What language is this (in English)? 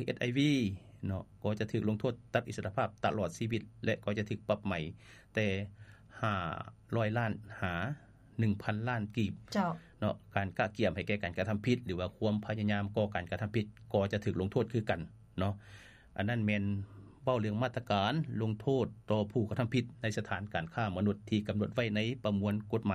Lao